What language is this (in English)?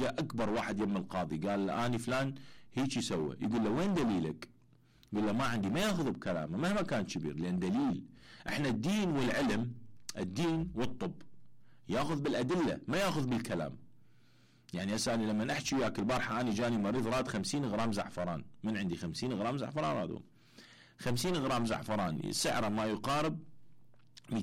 Mesopotamian Arabic